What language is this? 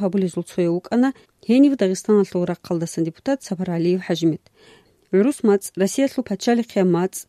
Avaric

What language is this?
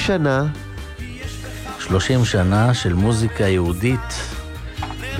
Hebrew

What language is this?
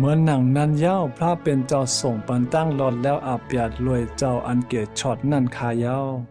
Shan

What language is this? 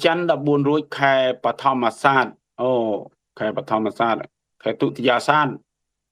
Khmer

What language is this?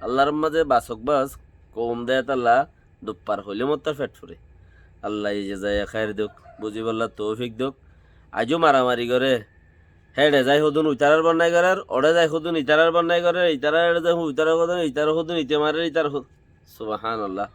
Rohingya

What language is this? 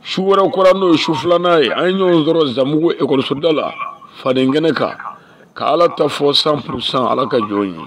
Bambara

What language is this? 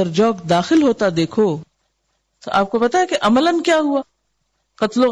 Urdu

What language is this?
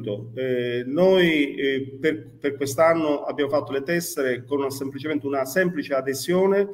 Italian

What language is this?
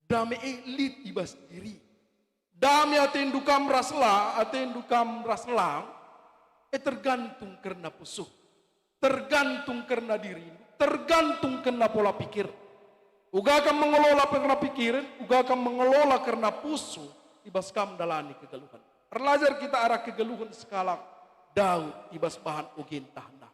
Batak Karo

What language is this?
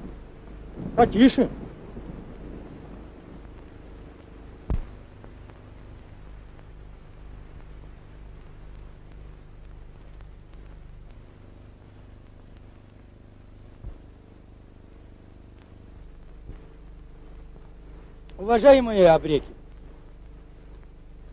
Russian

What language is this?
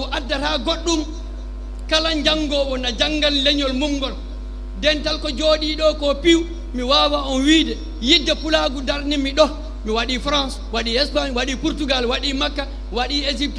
Fula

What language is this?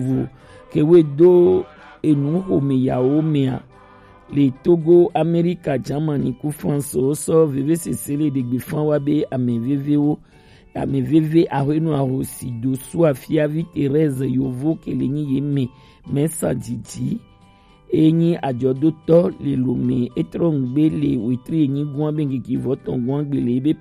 Gen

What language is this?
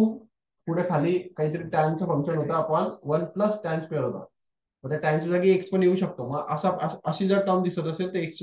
Marathi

